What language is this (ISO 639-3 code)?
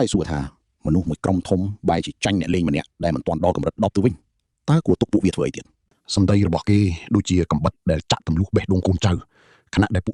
khm